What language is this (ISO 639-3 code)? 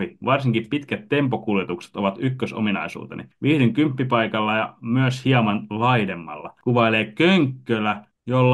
fin